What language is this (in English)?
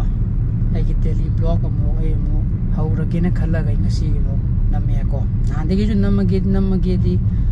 Manipuri